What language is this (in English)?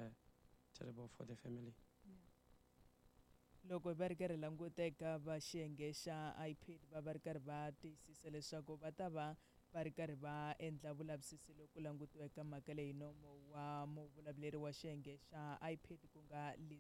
Tsonga